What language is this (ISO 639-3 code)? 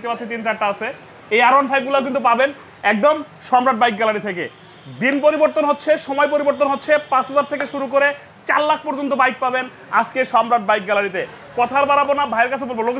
ben